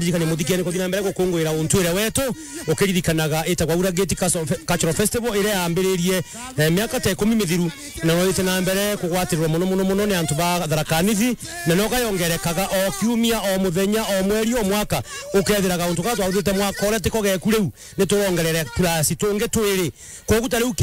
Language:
Meru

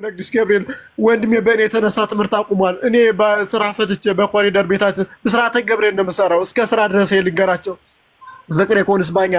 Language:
Amharic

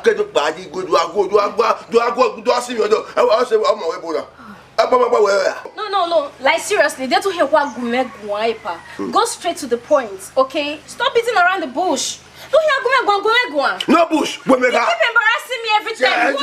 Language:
Bini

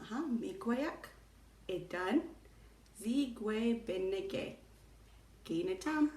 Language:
Chippewa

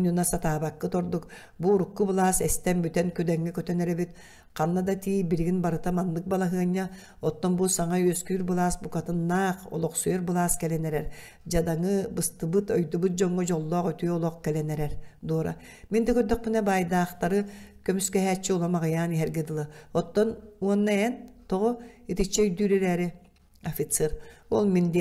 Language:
Yakut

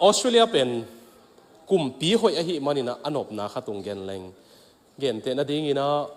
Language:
Tedim Chin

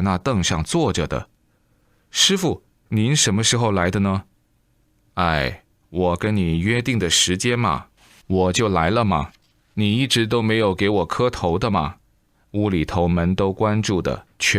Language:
Chinese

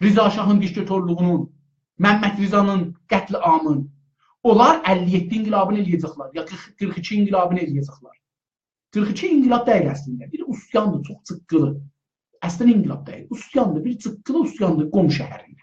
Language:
South Azerbaijani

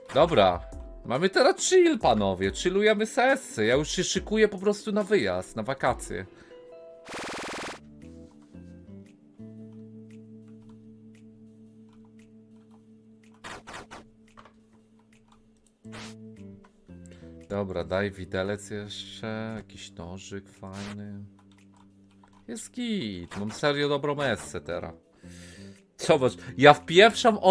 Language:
Polish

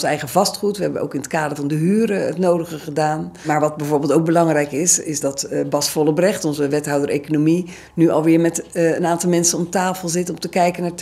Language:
Dutch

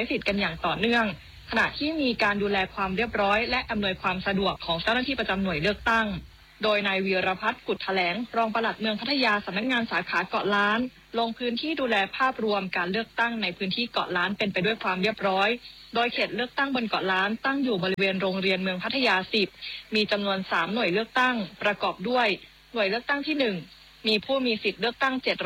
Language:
Thai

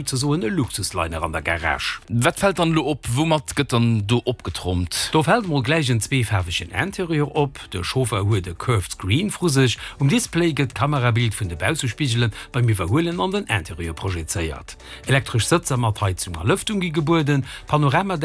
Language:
Luxembourgish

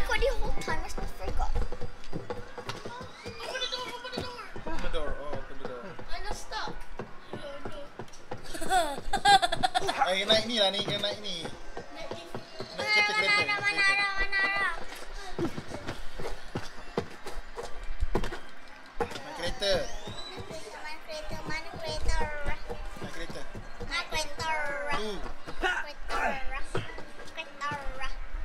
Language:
Malay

